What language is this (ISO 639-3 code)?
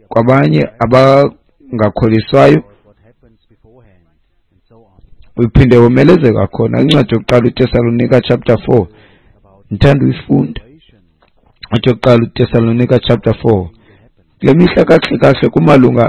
xho